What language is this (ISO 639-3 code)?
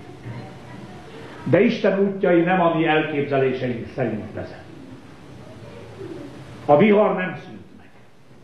hun